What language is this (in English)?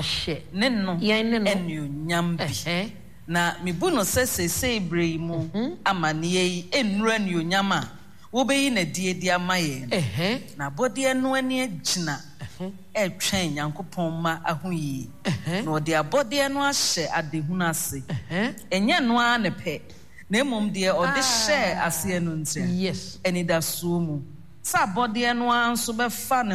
Akan